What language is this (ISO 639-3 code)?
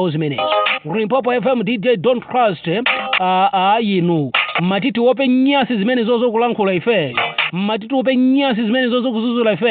nya